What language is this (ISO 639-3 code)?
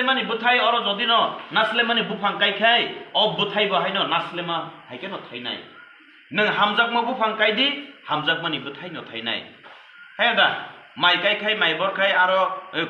trp